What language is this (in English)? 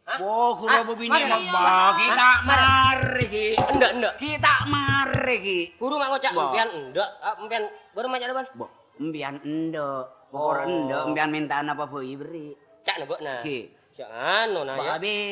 Madurese